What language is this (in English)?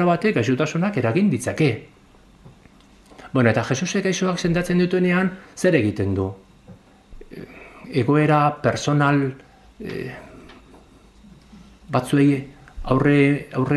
Basque